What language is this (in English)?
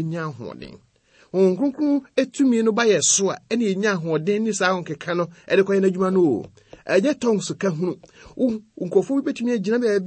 Akan